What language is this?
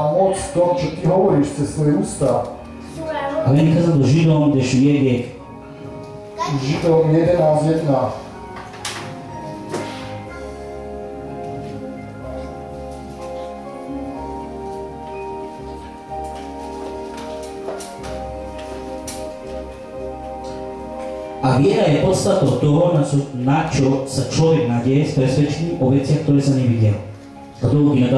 Slovak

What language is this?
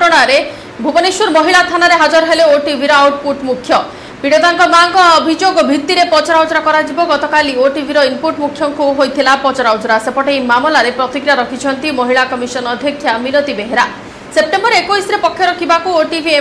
Odia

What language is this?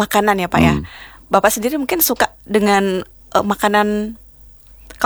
Indonesian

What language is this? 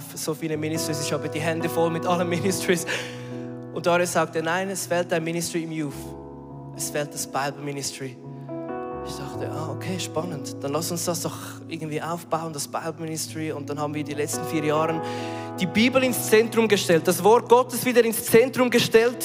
Swiss German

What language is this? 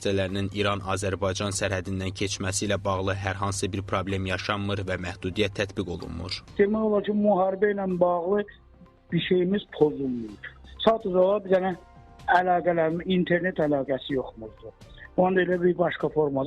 Azerbaijani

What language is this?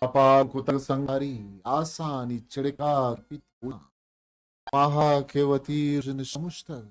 Eastern Balochi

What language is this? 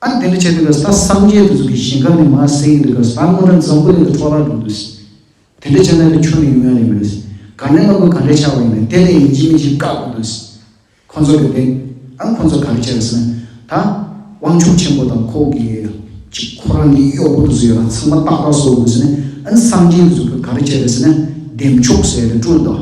Tibetan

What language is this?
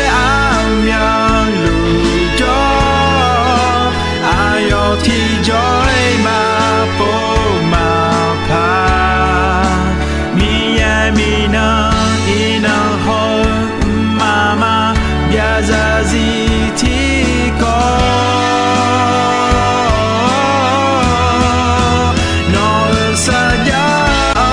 Akha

